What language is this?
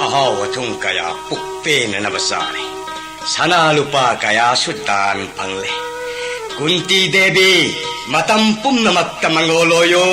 Manipuri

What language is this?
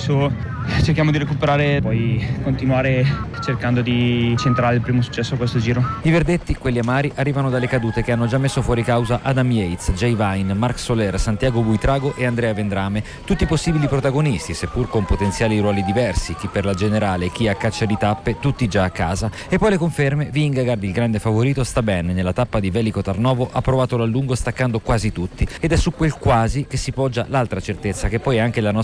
Italian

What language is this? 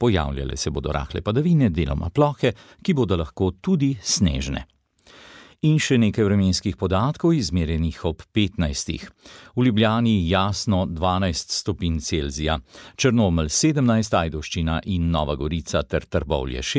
Slovenian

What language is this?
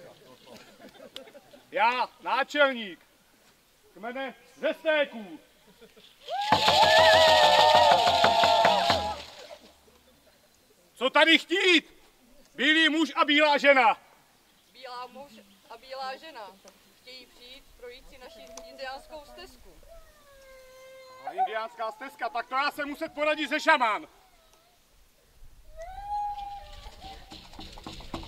Czech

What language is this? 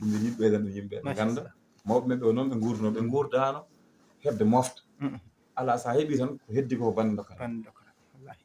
Fula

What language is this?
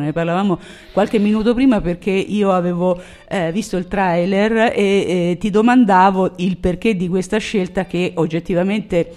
Italian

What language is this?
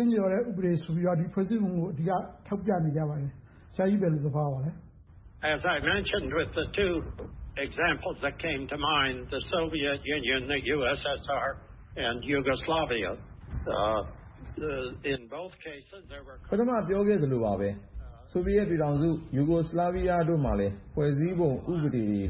Burmese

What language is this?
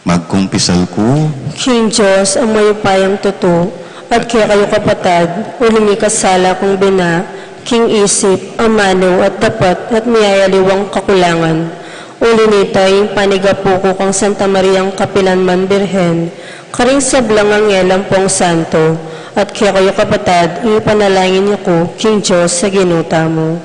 Pampanga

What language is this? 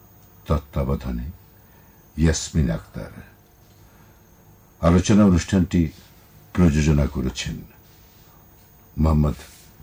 Bangla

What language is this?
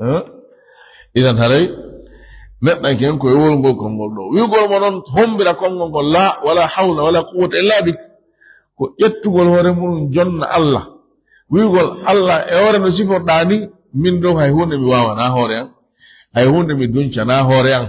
Fula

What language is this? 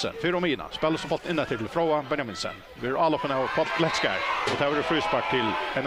Faroese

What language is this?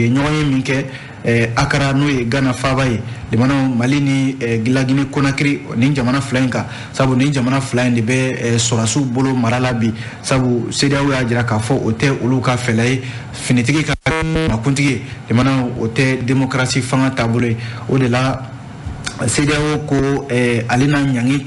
Bambara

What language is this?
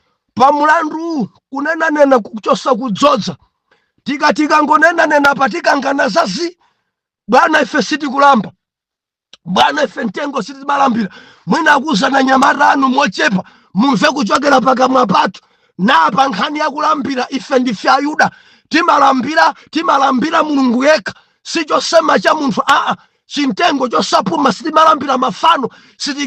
Nyanja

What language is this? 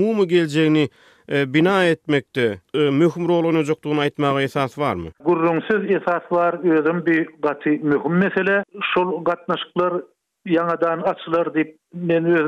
Turkmen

